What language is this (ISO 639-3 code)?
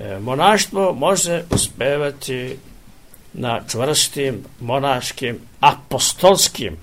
srp